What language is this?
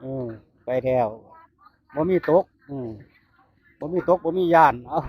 Northeastern Thai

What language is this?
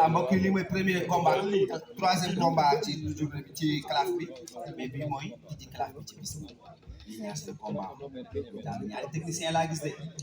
Wolof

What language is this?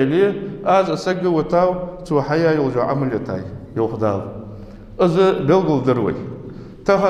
Ingush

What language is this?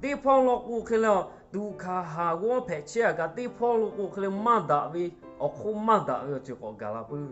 Lahu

